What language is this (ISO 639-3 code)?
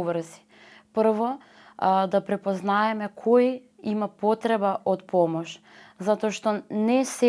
mkd